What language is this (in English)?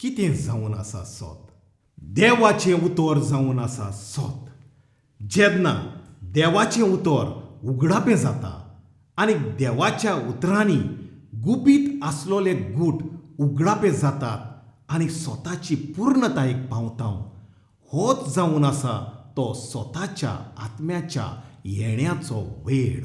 Konkani